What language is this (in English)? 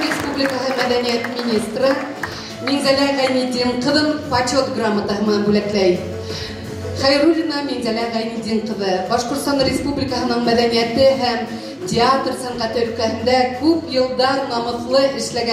Bashkir